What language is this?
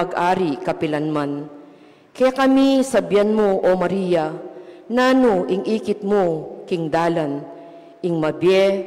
Pampanga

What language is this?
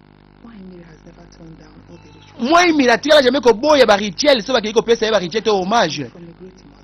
Lingala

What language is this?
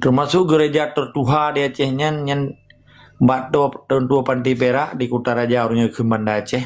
Achinese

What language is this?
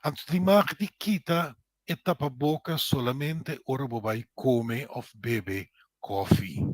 Papiamento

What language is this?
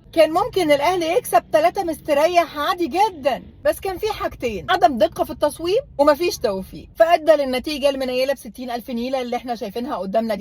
Egyptian Arabic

